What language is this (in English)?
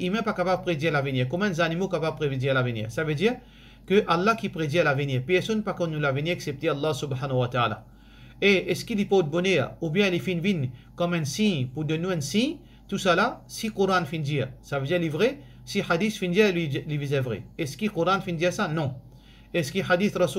Morisyen